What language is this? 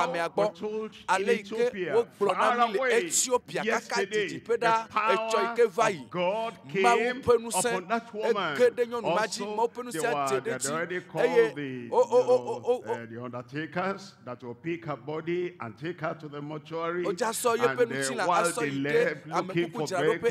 Ewe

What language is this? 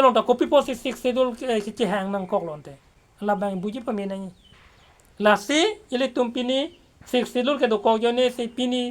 Karbi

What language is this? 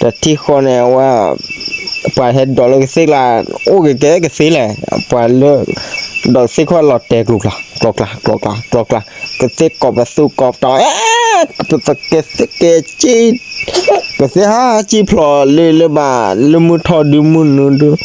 S'gaw Karen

